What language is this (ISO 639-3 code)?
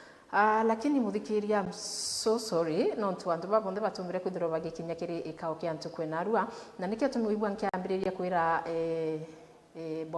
mer